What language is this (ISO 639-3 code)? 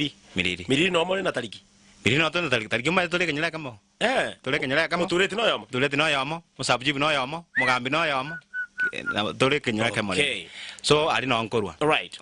guz